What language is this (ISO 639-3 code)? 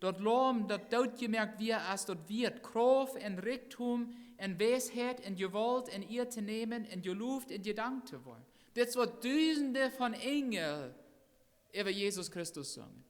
pdt